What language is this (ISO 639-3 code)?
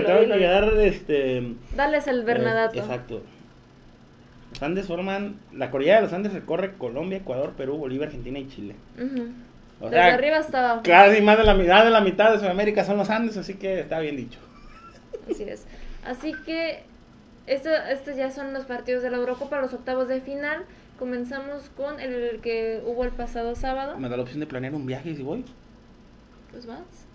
spa